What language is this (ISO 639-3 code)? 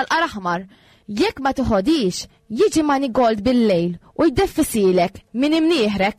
mlt